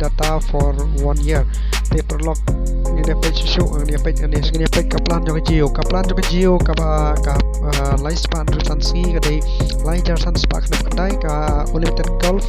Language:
Khasi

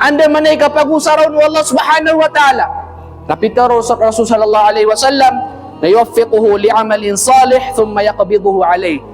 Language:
Maranao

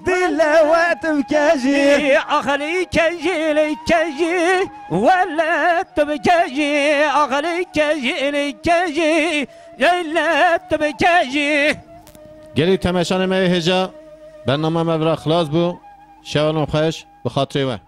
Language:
Kurdish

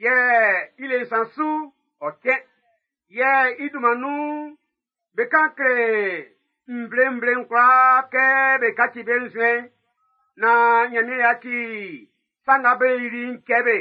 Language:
Baoulé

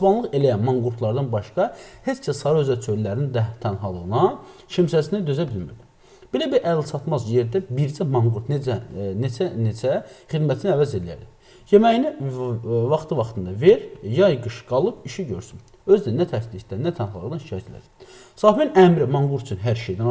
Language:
Azerbaijani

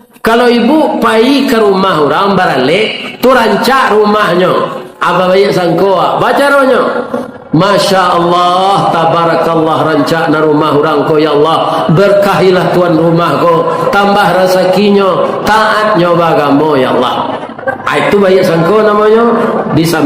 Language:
Minangkabau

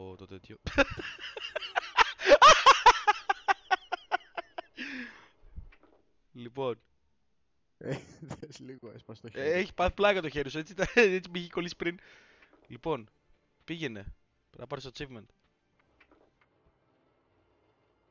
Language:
Greek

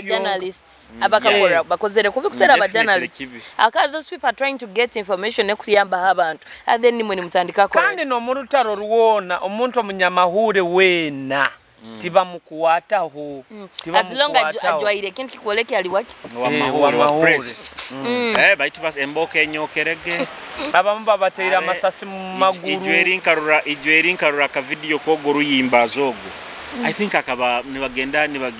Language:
Nyoro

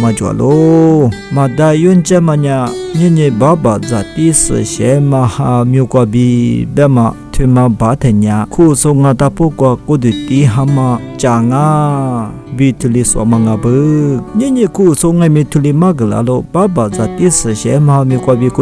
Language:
Lisu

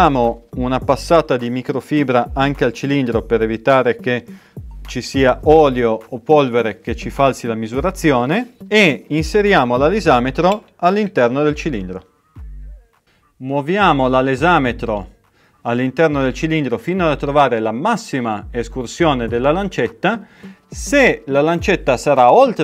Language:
Italian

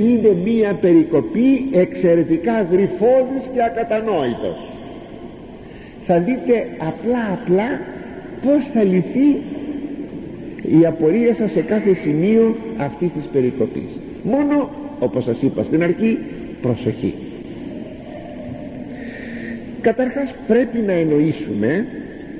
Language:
Greek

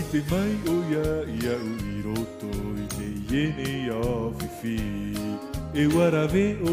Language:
Tahitian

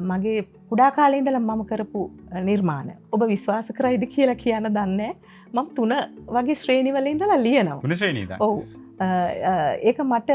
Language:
Sinhala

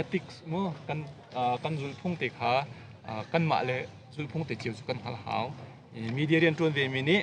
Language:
Hakha Chin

